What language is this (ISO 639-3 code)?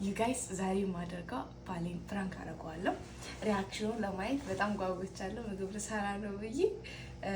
amh